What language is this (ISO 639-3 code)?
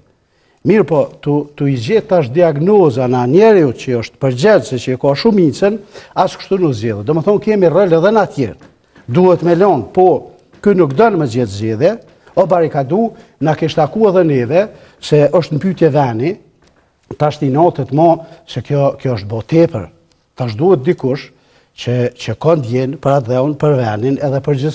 sqi